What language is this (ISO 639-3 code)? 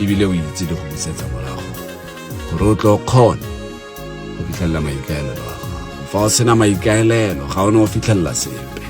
tsn